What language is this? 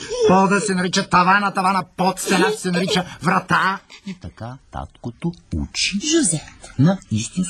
Bulgarian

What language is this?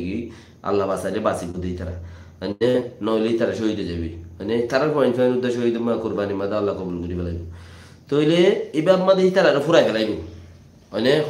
Rohingya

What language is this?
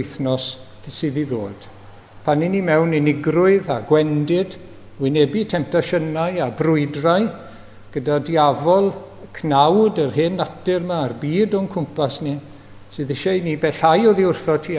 Welsh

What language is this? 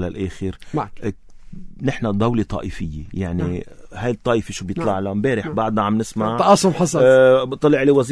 North Levantine Arabic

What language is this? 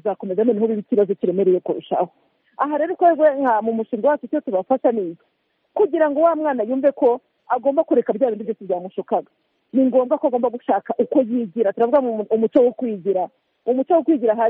Kinyarwanda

